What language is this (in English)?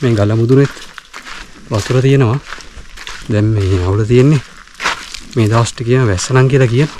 Sinhala